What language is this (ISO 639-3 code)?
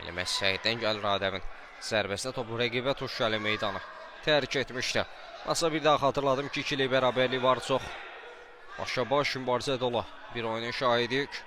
aze